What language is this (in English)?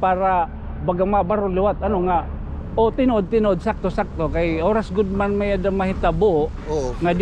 Waray